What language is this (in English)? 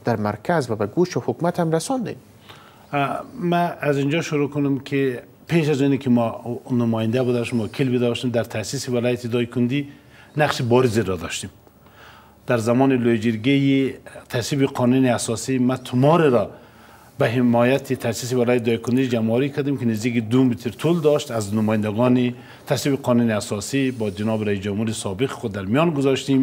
Persian